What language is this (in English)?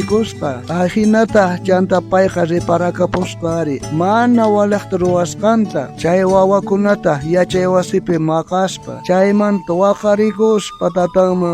South Bolivian Quechua